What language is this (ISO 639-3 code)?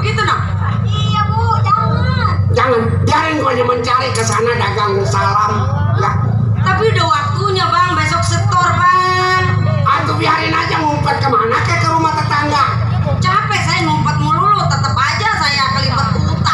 bew